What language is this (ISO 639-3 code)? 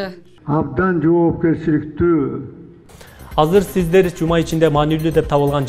kir